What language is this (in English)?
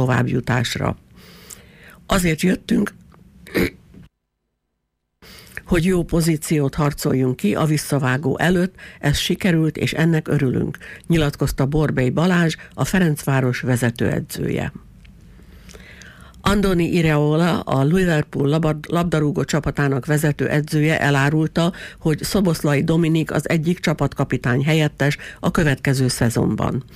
Hungarian